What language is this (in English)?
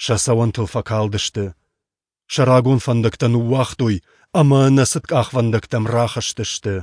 Ossetic